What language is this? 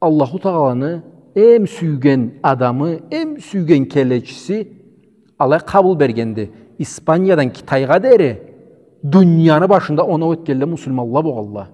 Karachay-Balkar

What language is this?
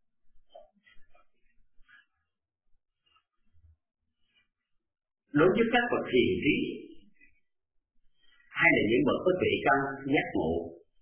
Vietnamese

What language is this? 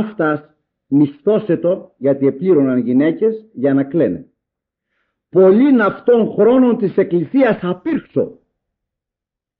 Greek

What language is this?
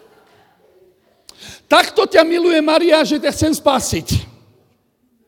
Slovak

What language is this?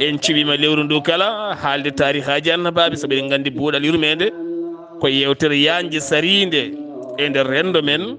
Fula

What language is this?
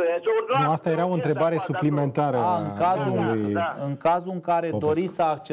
Romanian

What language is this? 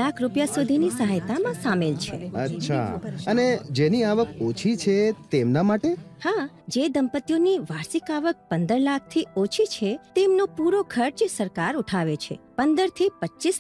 Gujarati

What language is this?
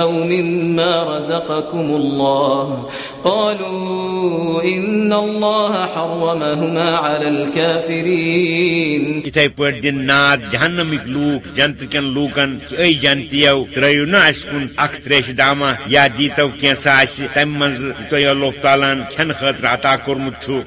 Kashmiri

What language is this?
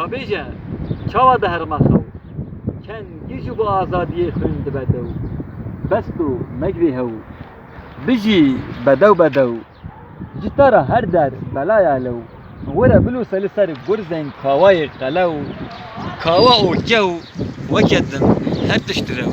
Kurdish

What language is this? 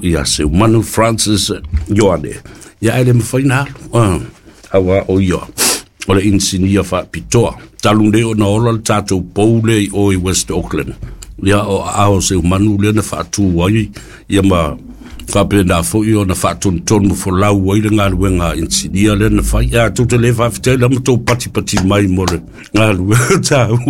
Samoan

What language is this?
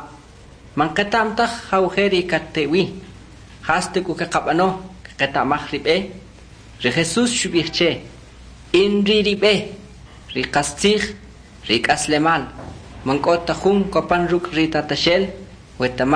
Kʼicheʼ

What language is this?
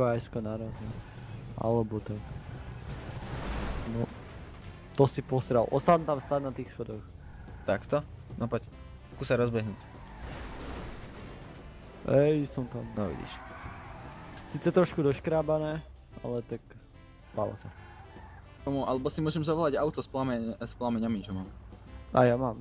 Slovak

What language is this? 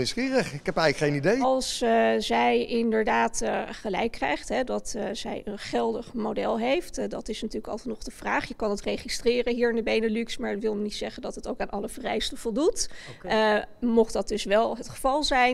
Dutch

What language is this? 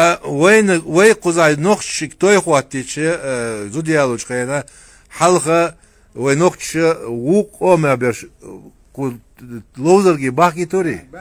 Chechen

